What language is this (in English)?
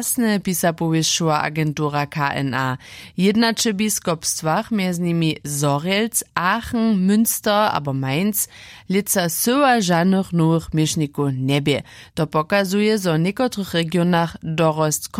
Upper Sorbian